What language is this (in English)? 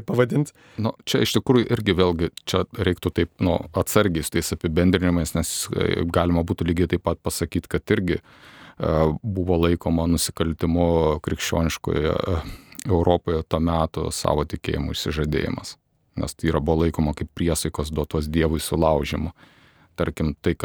Lithuanian